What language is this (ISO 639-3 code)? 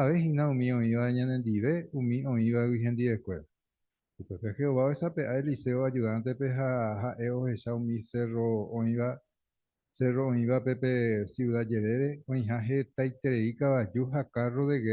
grn